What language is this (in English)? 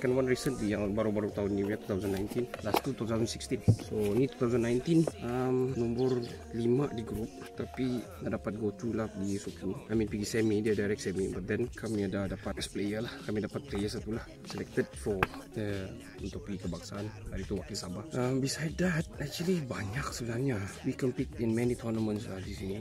Malay